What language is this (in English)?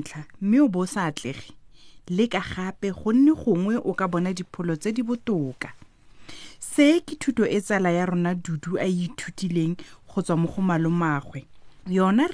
Tswana